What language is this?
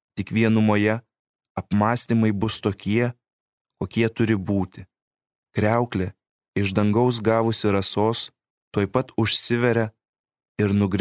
Lithuanian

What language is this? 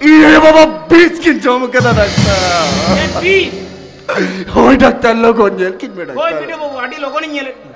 Santali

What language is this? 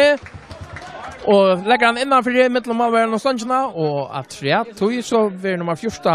Faroese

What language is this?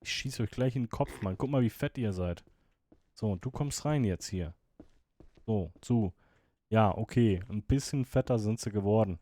Swiss German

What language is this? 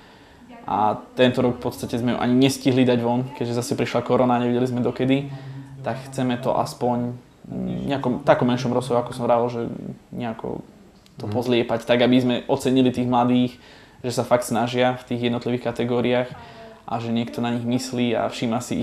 Slovak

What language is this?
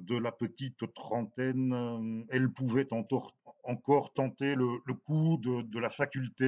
French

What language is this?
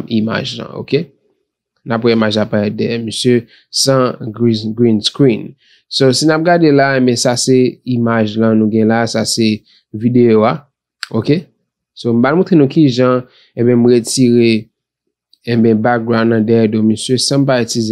Haitian Creole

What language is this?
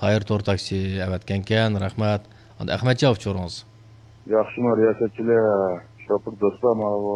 Uyghur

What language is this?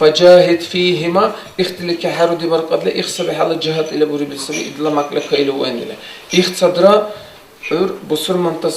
Dargwa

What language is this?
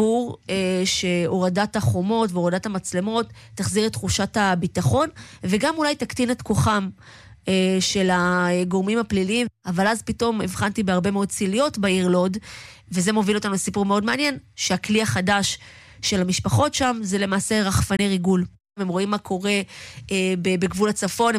Hebrew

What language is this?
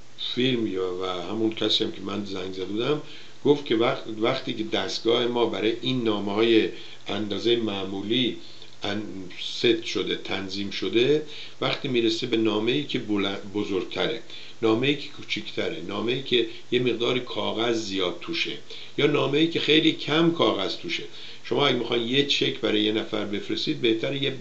Persian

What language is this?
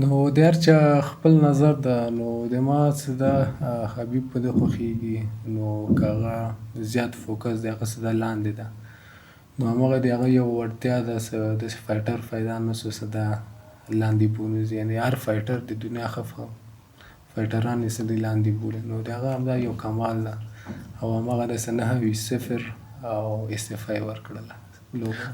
Pashto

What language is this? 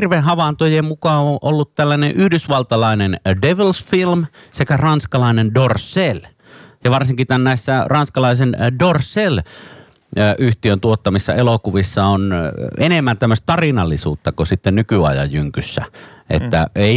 Finnish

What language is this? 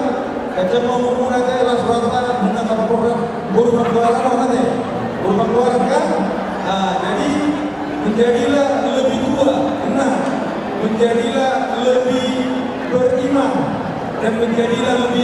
Batak Toba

